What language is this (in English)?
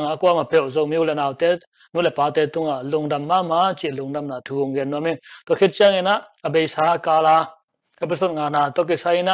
Tedim Chin